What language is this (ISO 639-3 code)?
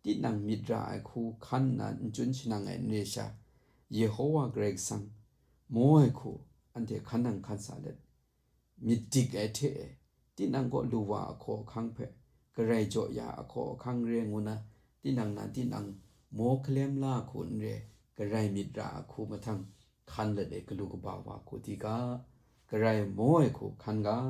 kac